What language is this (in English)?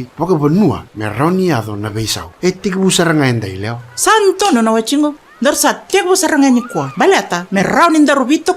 Fijian